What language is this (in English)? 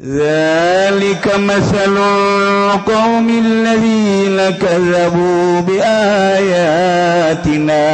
Sundanese